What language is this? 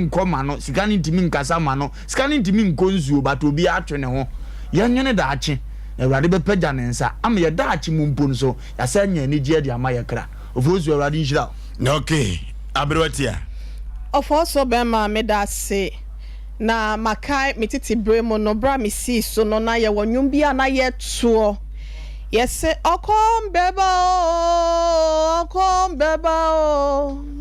Akan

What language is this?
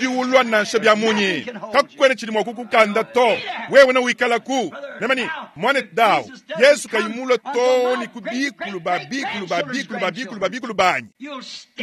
Luba-Lulua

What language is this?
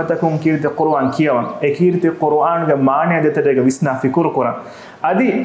Divehi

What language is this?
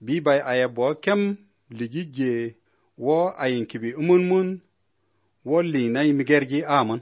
Croatian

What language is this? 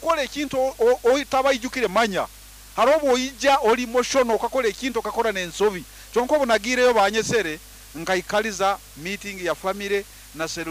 Nyoro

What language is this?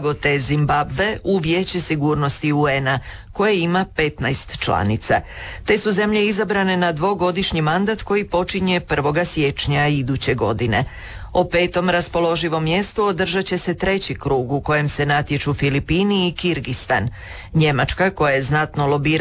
Croatian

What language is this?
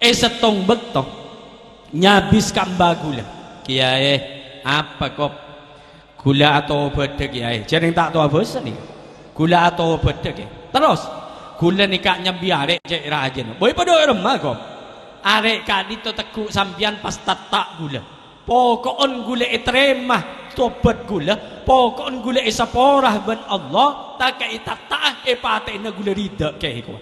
Madurese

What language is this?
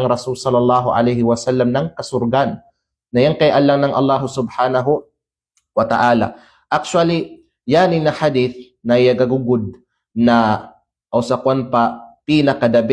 Kalagan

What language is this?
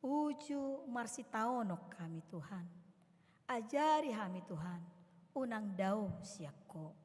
Batak Toba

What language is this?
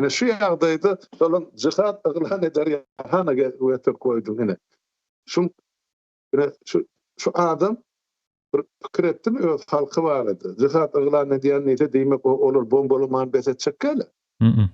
Turkmen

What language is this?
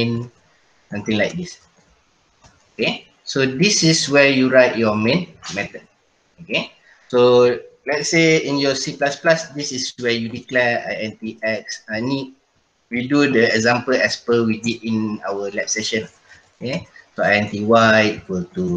Malay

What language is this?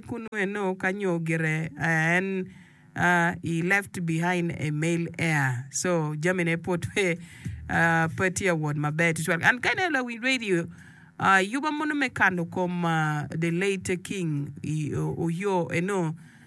Acoli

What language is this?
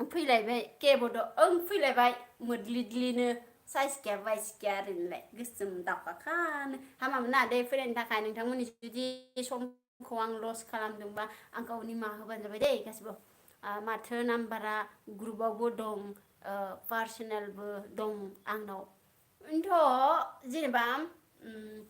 Bodo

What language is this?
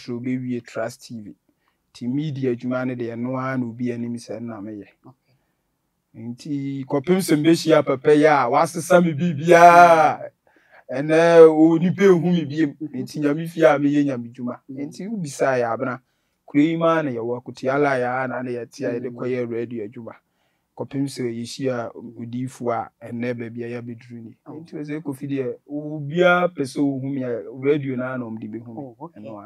Akan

